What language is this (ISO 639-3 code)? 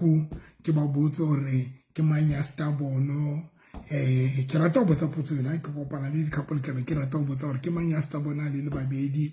sot